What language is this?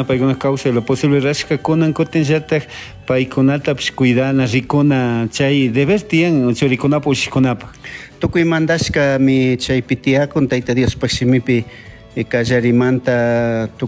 Chimborazo Highland Quichua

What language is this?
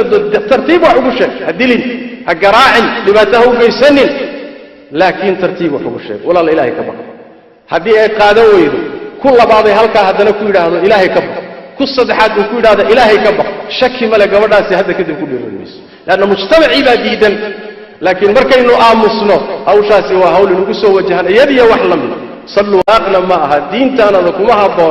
Somali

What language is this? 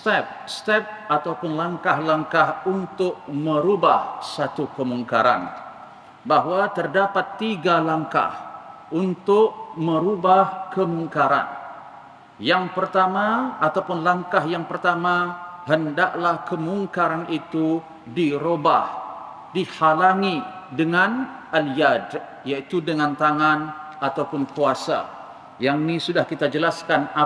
Malay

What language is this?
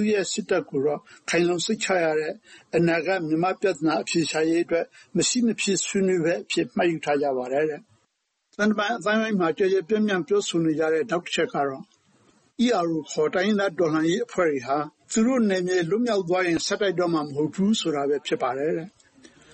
Burmese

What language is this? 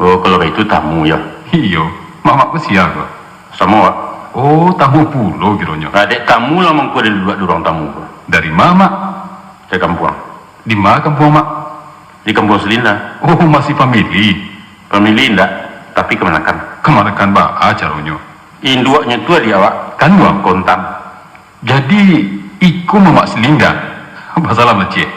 Minangkabau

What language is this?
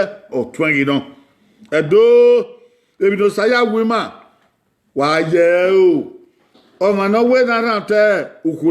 Bini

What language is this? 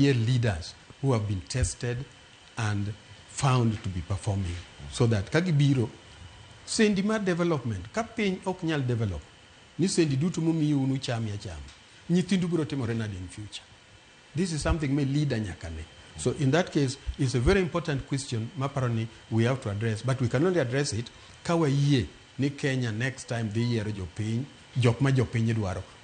Luo (Kenya and Tanzania)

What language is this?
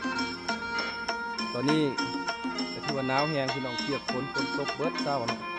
Lao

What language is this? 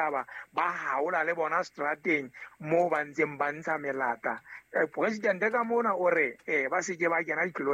Southern Sotho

